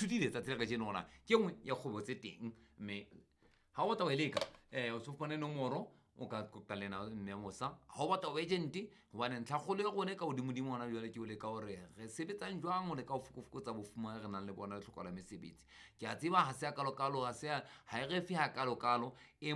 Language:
Southern Sotho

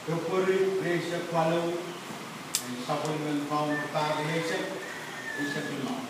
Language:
Pohnpeian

